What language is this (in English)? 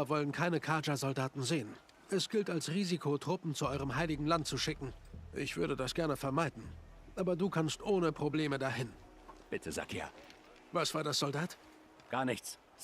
Bavarian